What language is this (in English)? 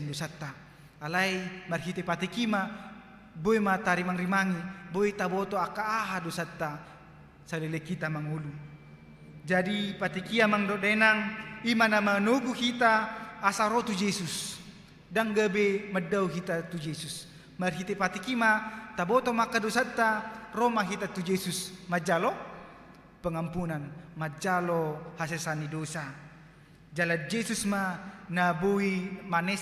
Batak Toba